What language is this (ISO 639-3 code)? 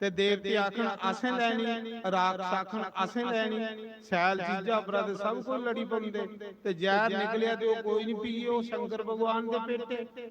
doi